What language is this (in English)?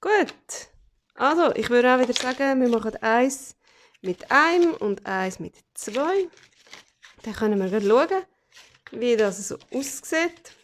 Swiss German